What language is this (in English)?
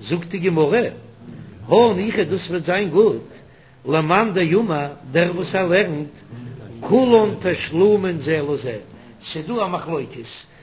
Yiddish